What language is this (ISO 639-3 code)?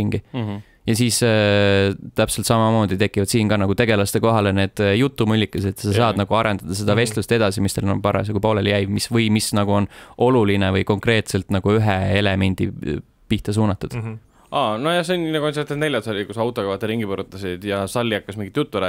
est